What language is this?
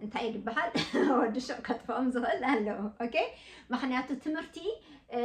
Tigrinya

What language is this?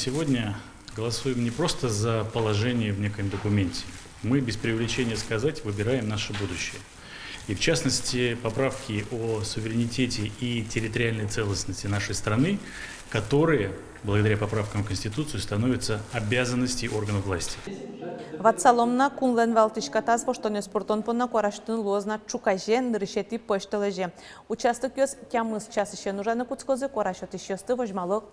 Udmurt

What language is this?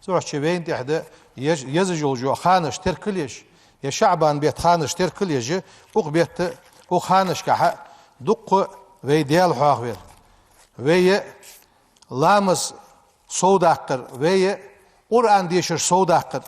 Ingush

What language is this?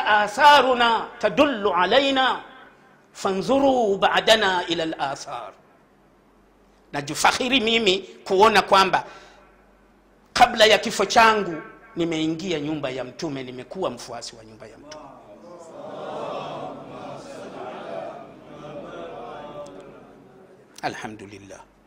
Swahili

